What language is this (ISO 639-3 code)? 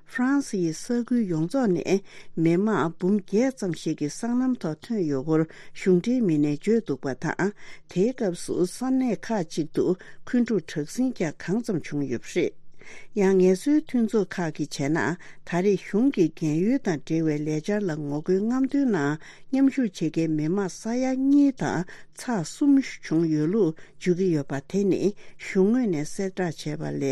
bod